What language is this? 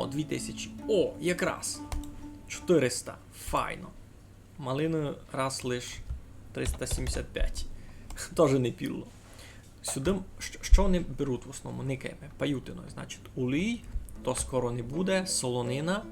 Rusyn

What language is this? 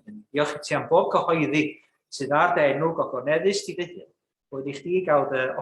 Welsh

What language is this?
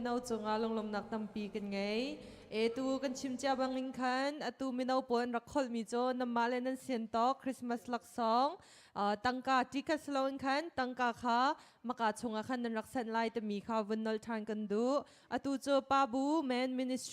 Hakha Chin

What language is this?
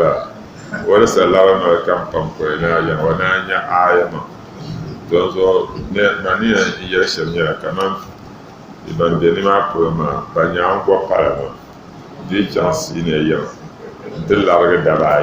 Dagbani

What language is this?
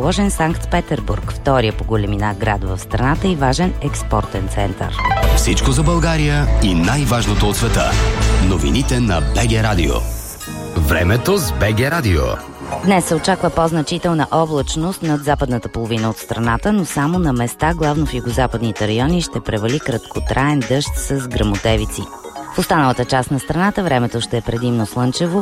Bulgarian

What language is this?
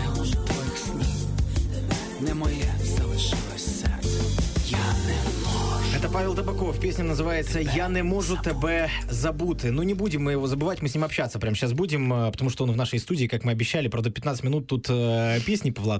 Ukrainian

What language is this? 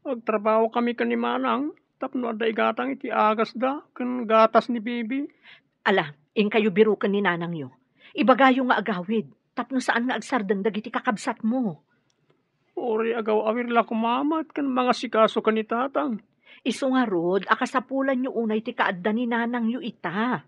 Iloko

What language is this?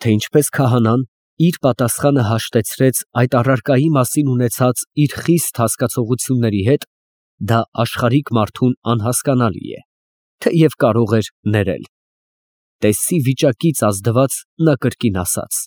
Armenian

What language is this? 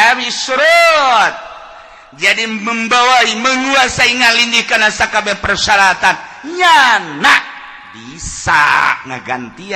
Sundanese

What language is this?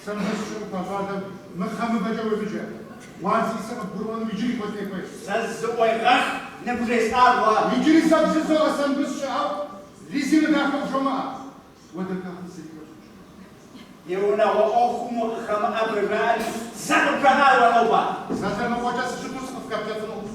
Kabardian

